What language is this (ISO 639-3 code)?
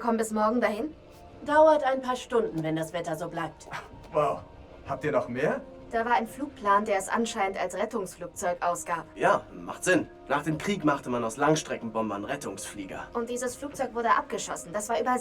bar